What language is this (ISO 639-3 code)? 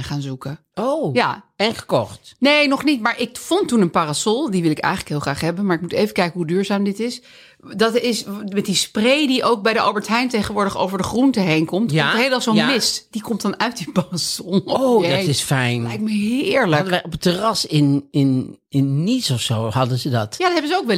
nld